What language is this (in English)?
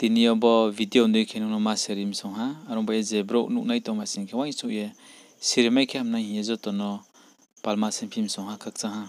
Riang (India)